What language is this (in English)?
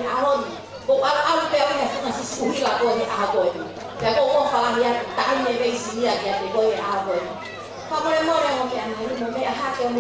Tongan